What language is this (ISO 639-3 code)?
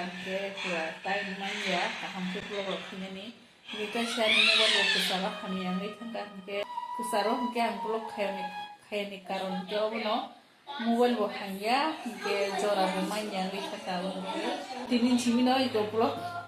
trp